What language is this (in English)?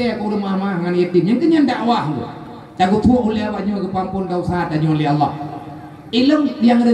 Achinese